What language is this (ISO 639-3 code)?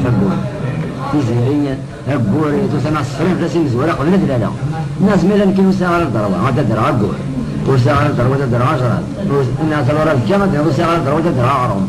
kab